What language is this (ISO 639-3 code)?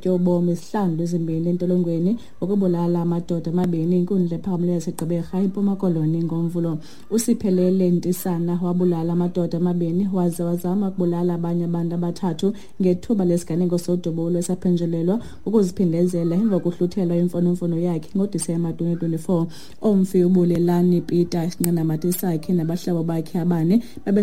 xho